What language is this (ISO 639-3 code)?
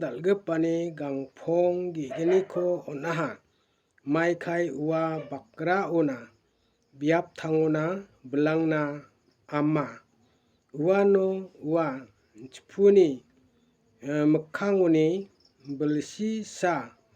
grt